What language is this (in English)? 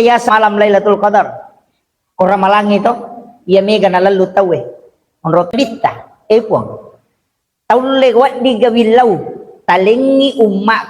Buginese